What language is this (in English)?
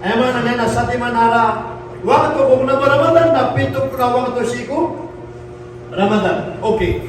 Maranao